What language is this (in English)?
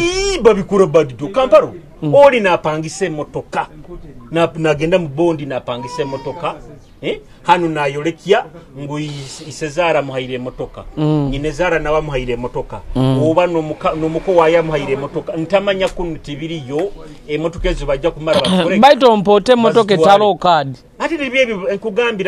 Nyoro